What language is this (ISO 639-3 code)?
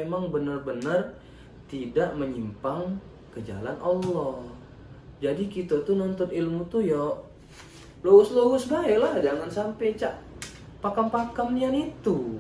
mui